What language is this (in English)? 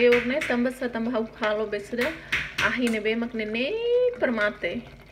Tetum